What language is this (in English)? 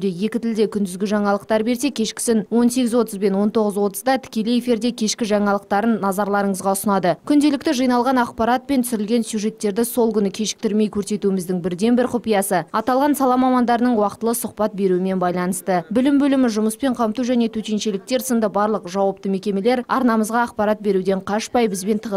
Kazakh